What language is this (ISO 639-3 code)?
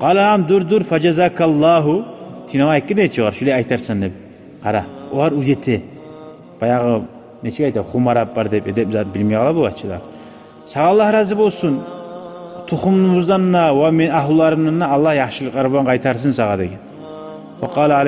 kum